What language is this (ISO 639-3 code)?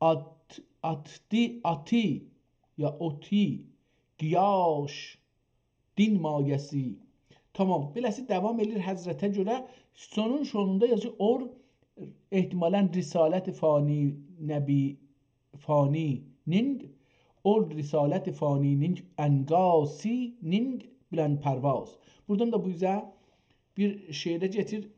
azb